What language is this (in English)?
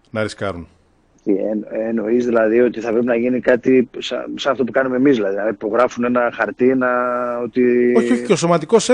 Greek